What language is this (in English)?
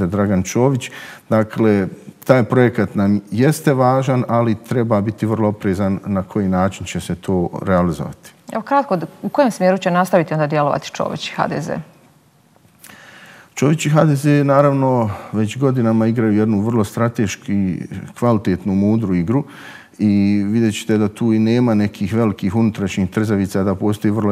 Bosnian